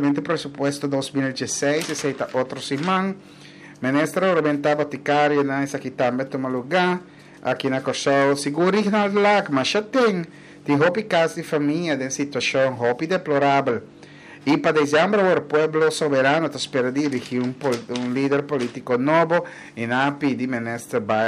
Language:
Papiamento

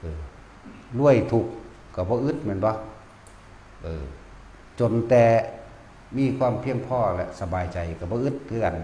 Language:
Northeastern Thai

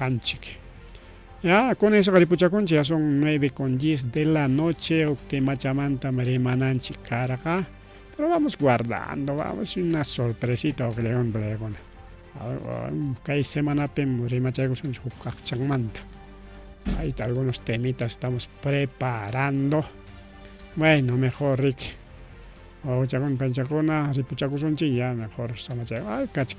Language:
Ayacucho Quechua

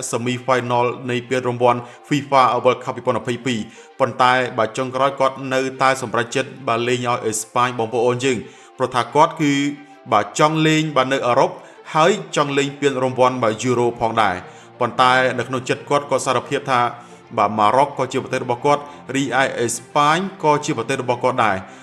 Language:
Khmer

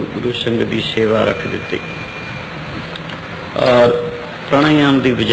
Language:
Punjabi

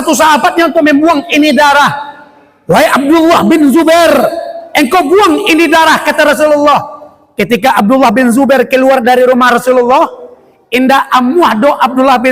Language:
Minangkabau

